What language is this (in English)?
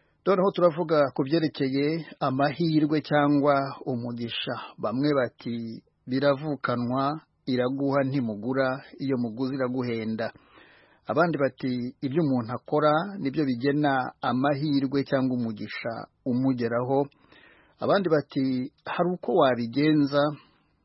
Kinyarwanda